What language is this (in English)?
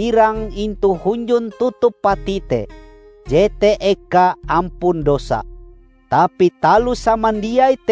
Ngaju